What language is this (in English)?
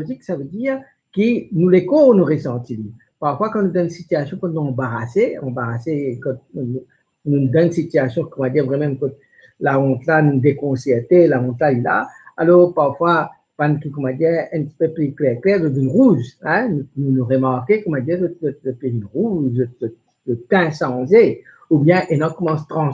Morisyen